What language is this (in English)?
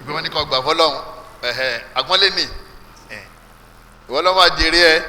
Yoruba